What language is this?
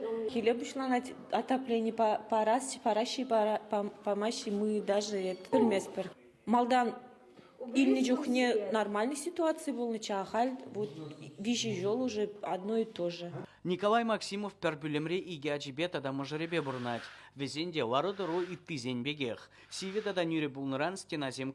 Chuvash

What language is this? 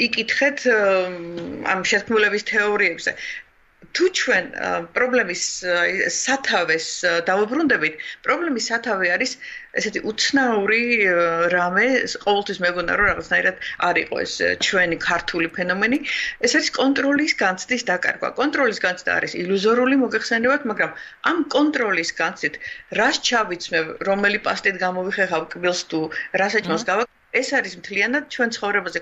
Georgian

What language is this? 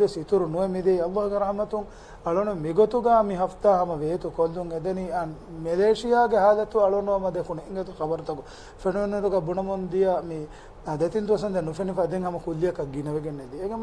Divehi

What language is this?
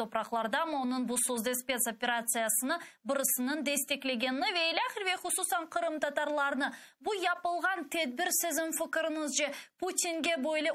Crimean Tatar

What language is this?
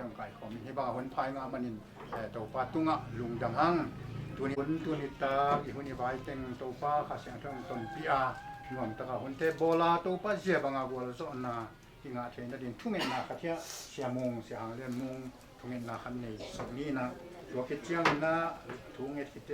Tedim Chin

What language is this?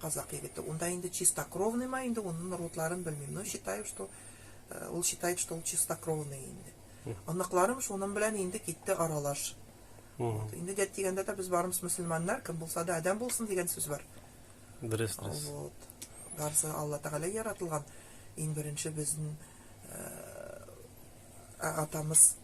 Nogai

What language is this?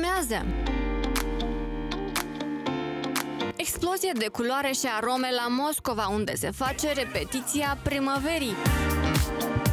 Romanian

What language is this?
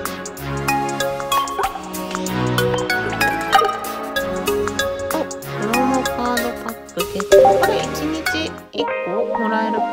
Japanese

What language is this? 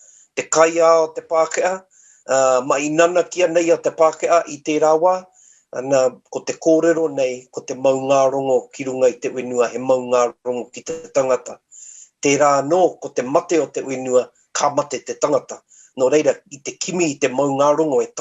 Māori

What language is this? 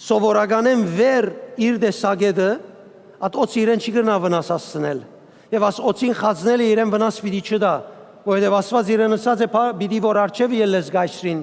Western Armenian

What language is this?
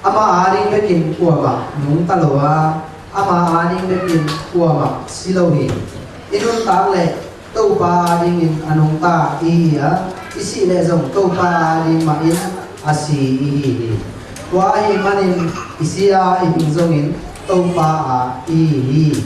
Tedim Chin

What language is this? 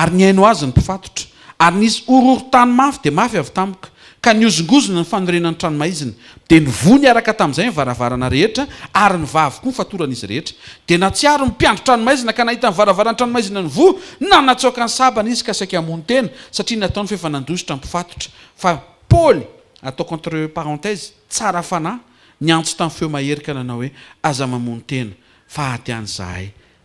Malagasy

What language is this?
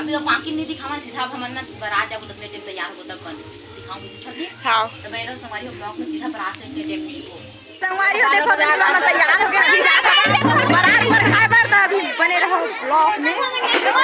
Chhattisgarhi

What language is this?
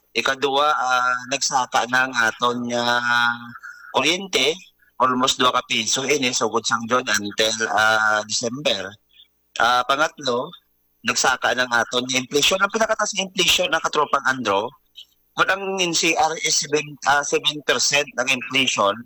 Hiligaynon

